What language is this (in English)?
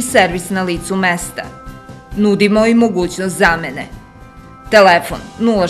Serbian